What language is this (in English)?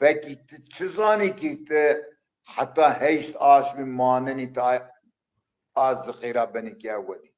Zaza